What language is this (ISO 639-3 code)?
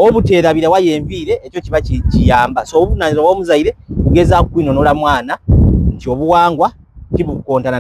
xog